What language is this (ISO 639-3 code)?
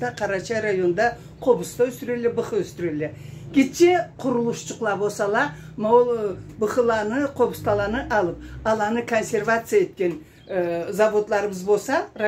krc